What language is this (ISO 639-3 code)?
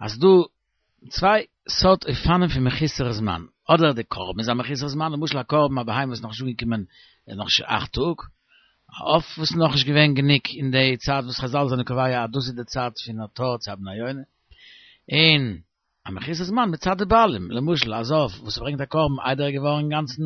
yid